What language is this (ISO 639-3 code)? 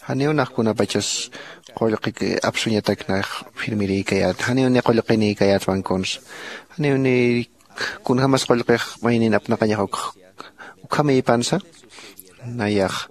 aym